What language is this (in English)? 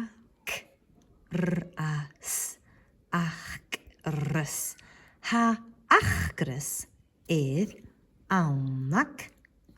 Scottish Gaelic